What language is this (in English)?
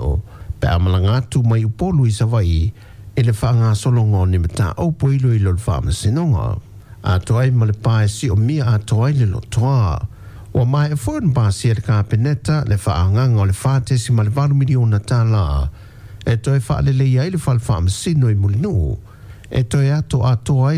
Samoan